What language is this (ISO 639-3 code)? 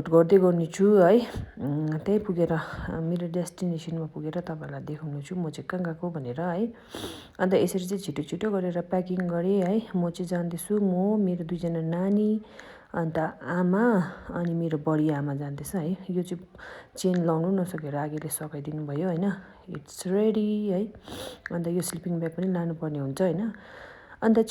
nep